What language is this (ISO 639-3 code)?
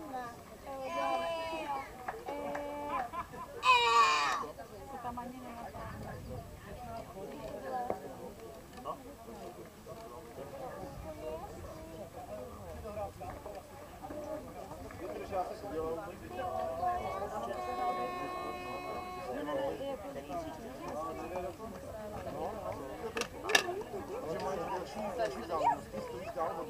ces